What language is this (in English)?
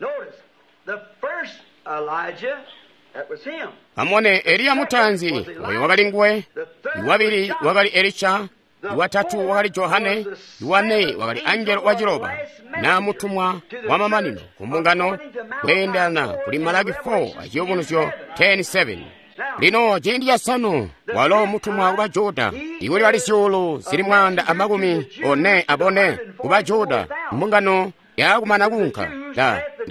Tonga (Zambia)